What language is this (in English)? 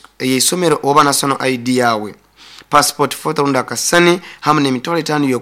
Nyoro